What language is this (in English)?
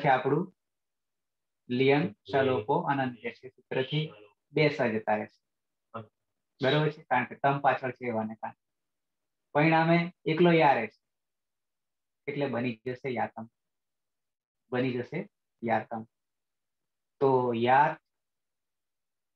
Gujarati